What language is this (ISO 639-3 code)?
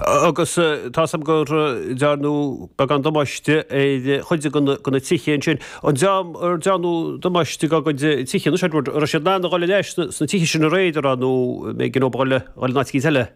gle